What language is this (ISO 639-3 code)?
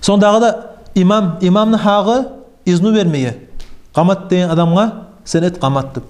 kum